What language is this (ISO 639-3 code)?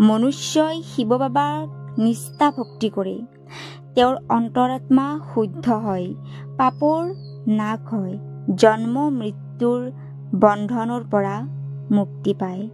asm